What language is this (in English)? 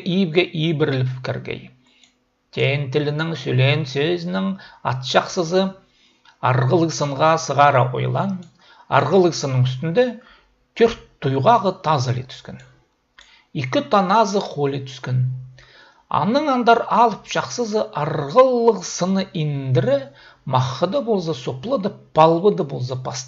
Khakas